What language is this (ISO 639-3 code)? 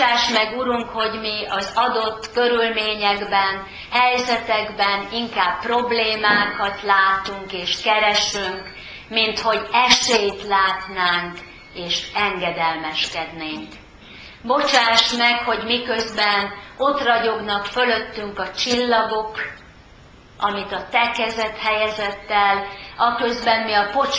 hun